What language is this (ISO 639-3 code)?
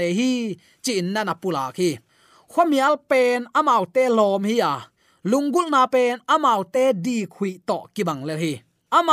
ctd